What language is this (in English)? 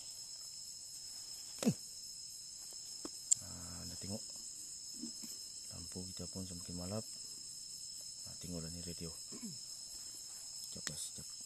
Malay